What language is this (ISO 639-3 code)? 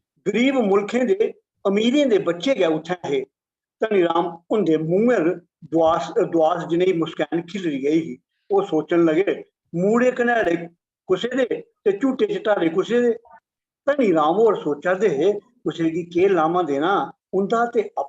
doi